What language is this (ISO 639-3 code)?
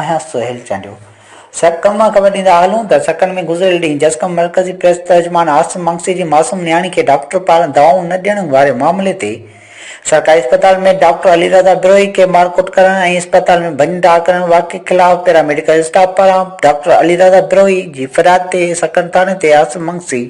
snd